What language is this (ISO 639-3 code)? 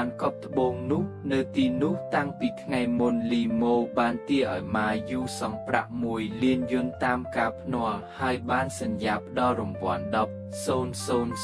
khm